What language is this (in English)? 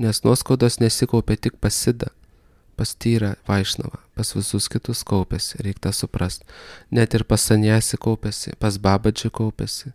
Lithuanian